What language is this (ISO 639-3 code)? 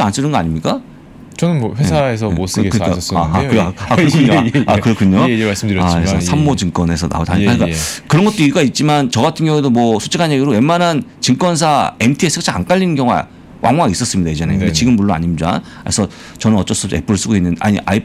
kor